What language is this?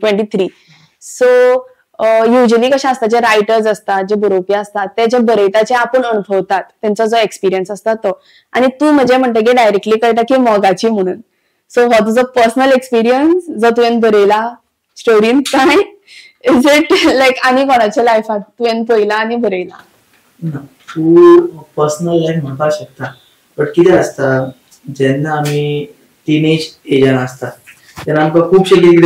Konkani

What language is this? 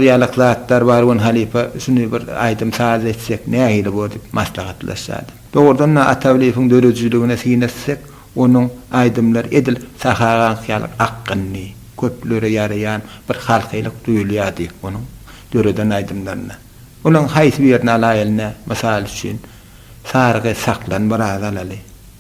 Turkmen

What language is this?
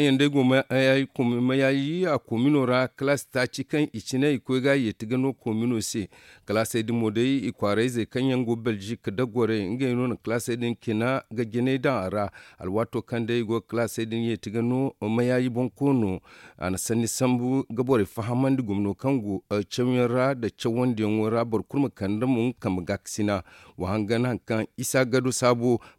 Zarma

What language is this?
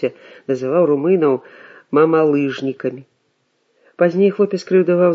Belarusian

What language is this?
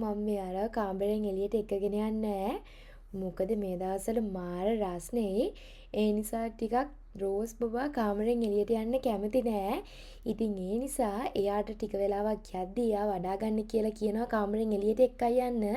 Sinhala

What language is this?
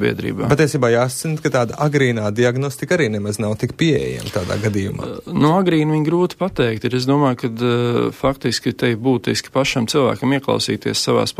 Latvian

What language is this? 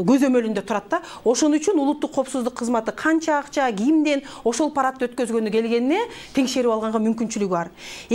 Kyrgyz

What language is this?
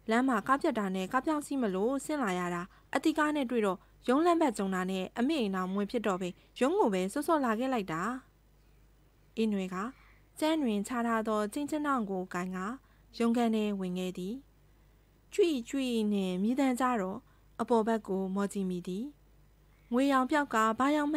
Burmese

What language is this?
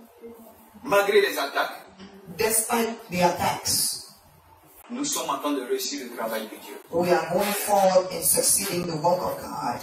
French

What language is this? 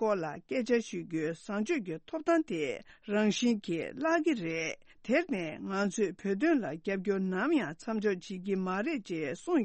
Tibetan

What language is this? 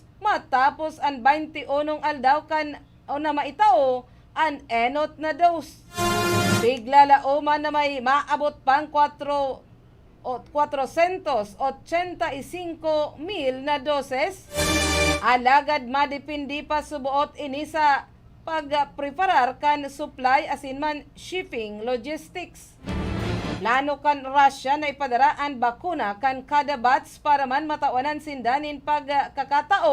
Bikol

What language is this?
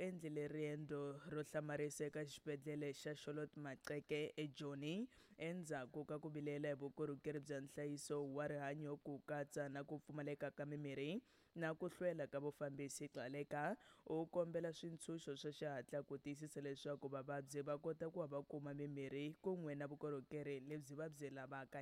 Tsonga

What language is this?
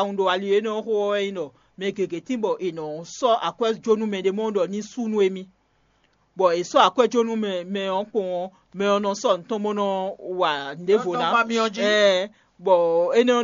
Fon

